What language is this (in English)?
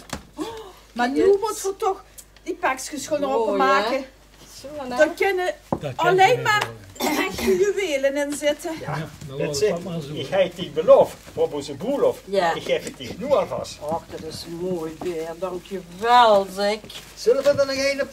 Limburgish